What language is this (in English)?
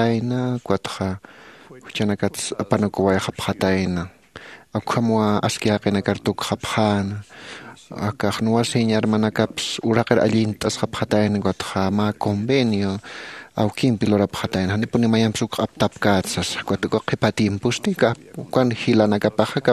Aymara